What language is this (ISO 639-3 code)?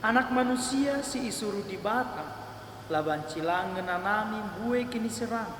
btx